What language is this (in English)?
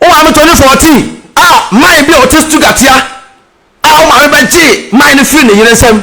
Akan